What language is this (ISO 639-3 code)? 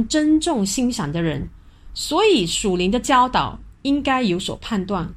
zho